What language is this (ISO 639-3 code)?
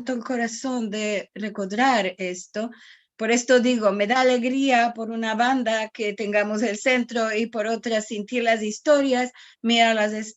lad